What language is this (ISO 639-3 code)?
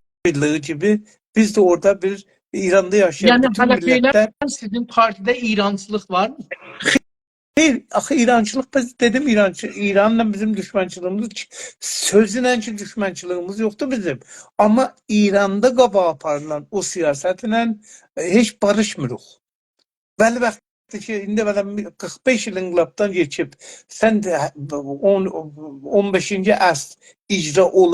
azb